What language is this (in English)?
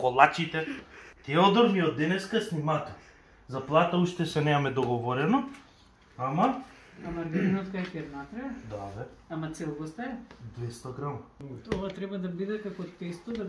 Macedonian